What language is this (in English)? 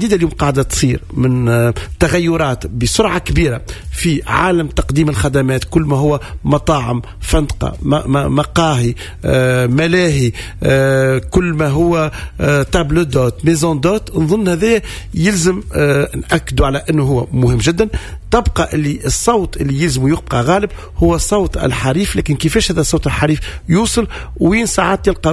Tunisian Arabic